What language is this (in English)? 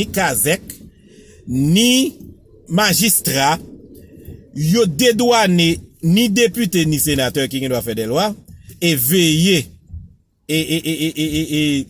Haitian Creole